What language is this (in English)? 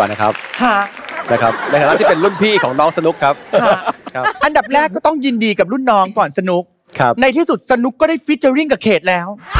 Thai